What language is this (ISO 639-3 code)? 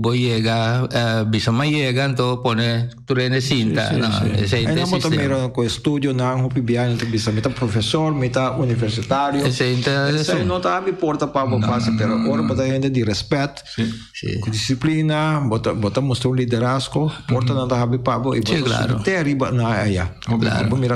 pap